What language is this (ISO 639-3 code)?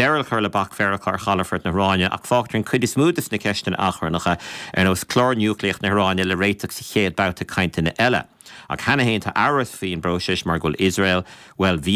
gle